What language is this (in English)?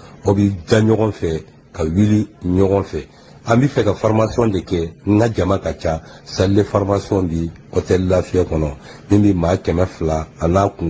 Bambara